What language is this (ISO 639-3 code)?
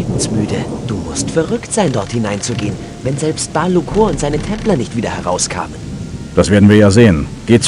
bar